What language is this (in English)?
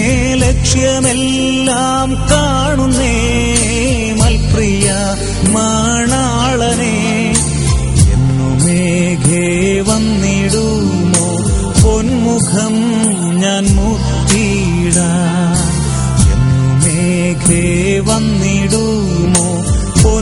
Malayalam